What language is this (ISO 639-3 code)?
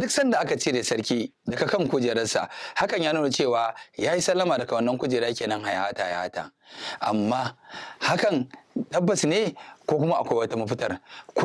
hau